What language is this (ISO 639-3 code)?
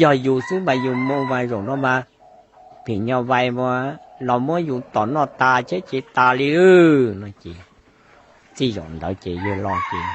hmn